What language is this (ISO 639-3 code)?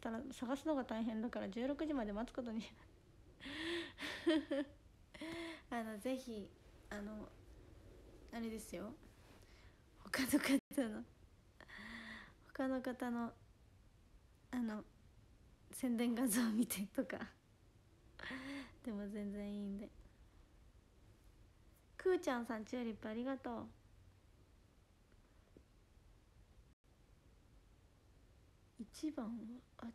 jpn